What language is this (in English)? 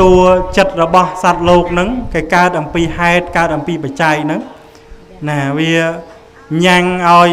Khmer